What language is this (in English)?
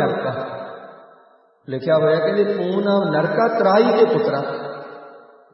Punjabi